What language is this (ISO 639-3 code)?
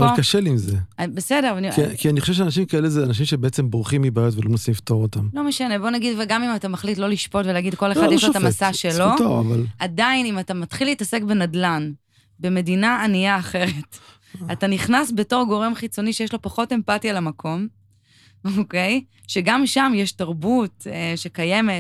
heb